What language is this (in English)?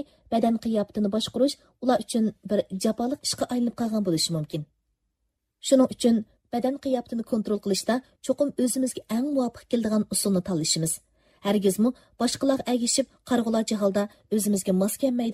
Uyghur